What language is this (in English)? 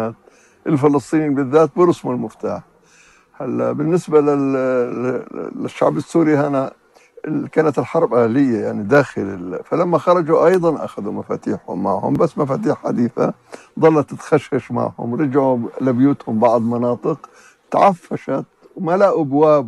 North Levantine Arabic